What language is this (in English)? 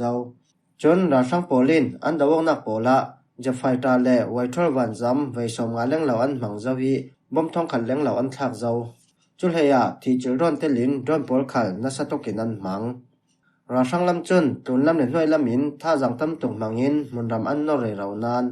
Falam Chin